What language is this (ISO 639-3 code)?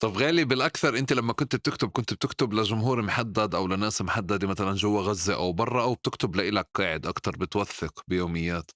apc